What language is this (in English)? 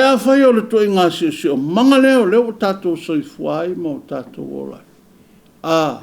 Samoan